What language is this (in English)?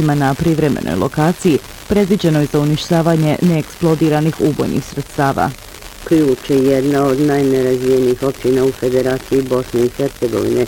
Bosnian